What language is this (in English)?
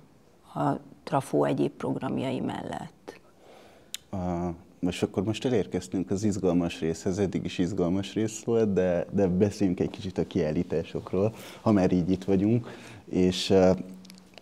Hungarian